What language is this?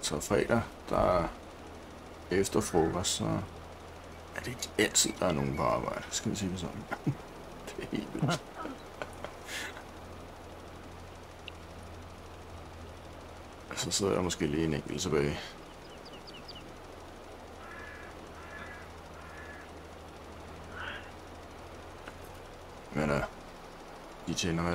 Danish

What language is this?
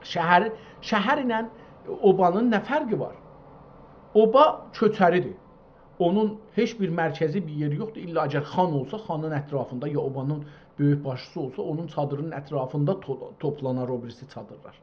South Azerbaijani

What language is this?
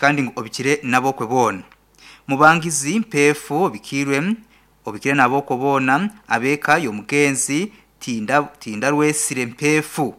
Nyankole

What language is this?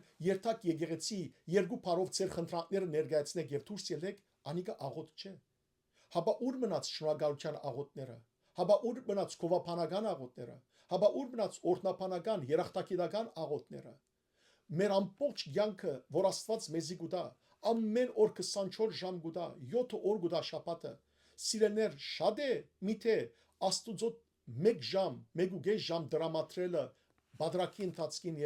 Western Armenian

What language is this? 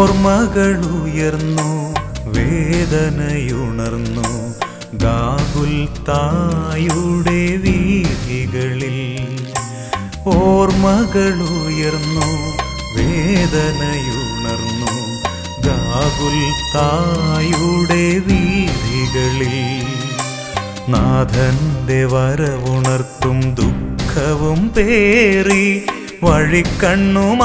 Malayalam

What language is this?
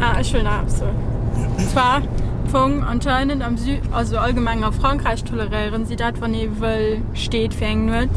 Luxembourgish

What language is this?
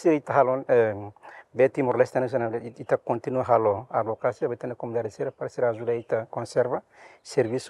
Tetum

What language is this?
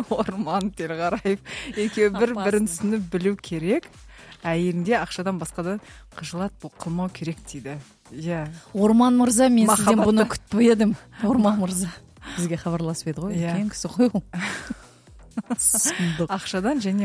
Kazakh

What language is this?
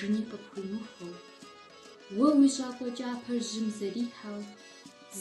Kabardian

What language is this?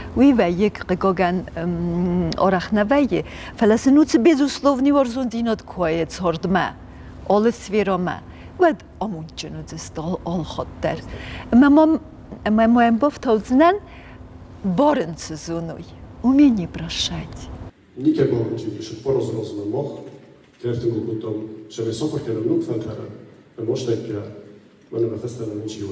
Ossetic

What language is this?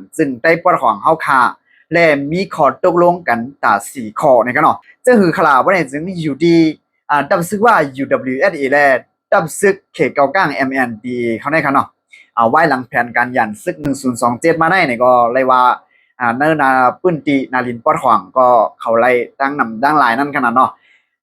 Shan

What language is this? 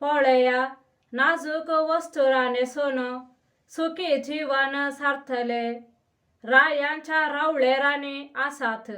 Konkani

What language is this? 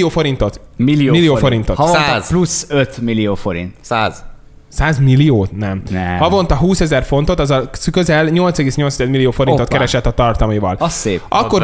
Hungarian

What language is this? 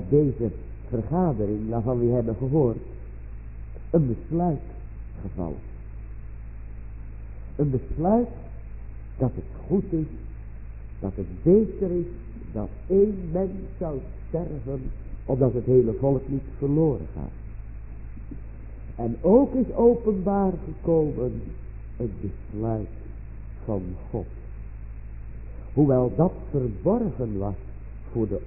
Dutch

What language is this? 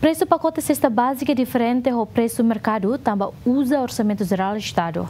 Tetum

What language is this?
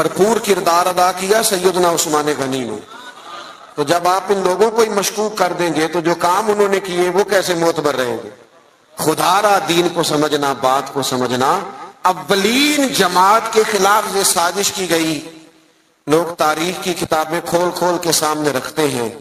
Urdu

